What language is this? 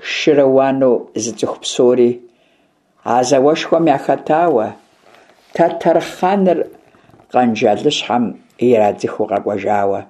Kabardian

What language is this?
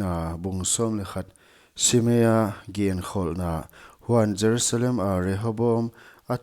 Paite Chin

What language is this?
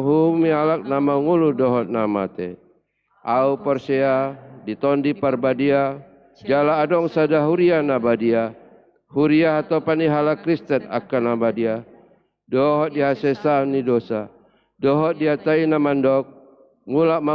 Batak Toba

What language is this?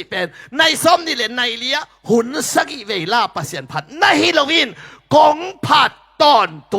Tedim Chin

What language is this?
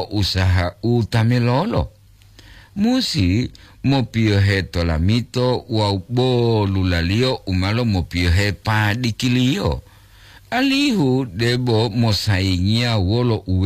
Gorontalo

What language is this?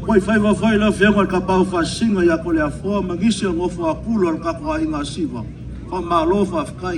Samoan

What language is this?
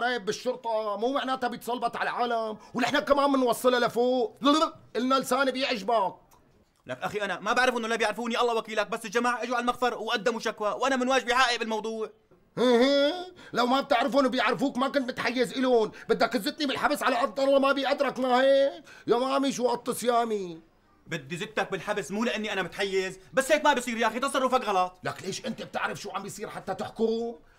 North Levantine Arabic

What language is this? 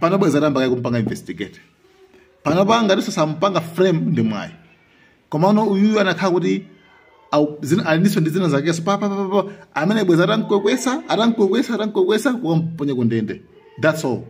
Nyanja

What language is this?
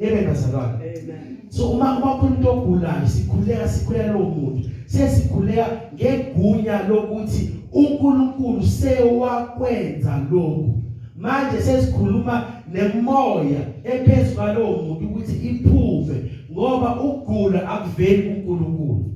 Zulu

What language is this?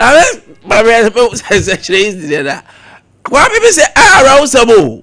Akan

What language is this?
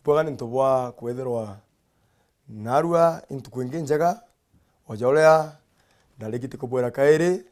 Meru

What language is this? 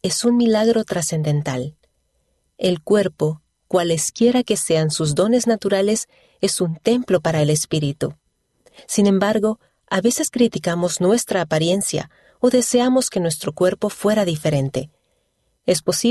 Spanish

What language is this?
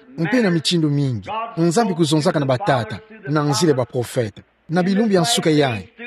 Kituba (Democratic Republic of Congo)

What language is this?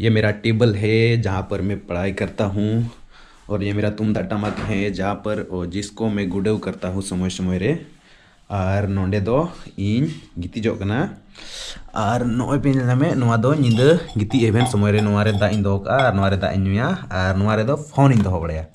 Santali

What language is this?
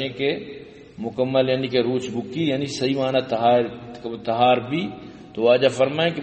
Baluchi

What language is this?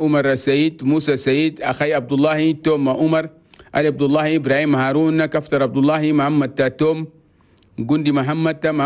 Chadian Arabic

